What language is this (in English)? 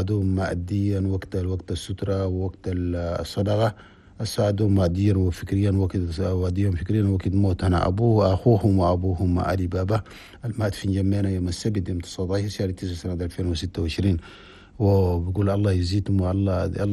Chadian Arabic